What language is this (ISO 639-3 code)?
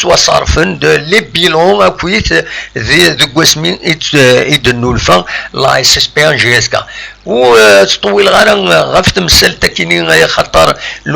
kab